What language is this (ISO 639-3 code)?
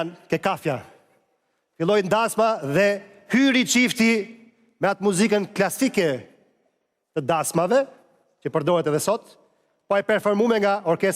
sqi